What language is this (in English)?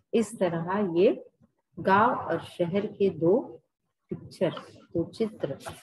Hindi